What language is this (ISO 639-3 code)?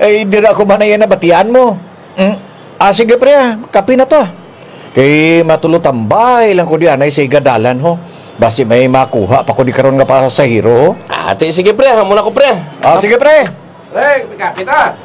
krj